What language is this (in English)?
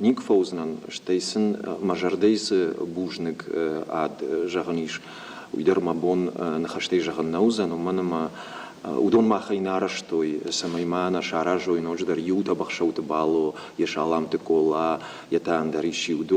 Ossetic